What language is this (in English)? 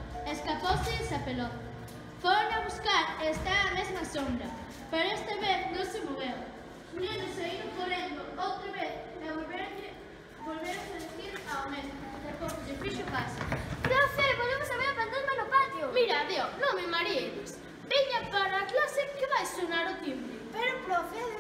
Galician